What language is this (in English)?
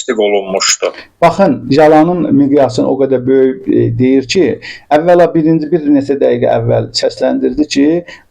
Azerbaijani